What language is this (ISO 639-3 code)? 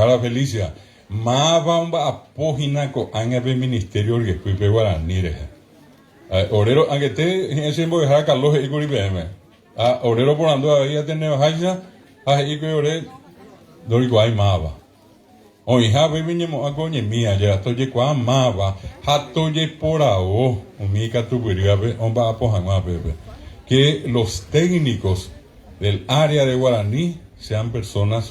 grn